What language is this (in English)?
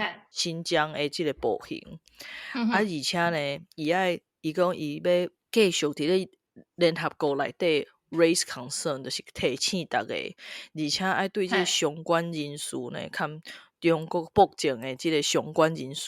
Min Nan Chinese